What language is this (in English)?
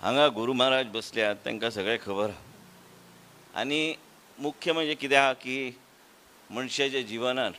Konkani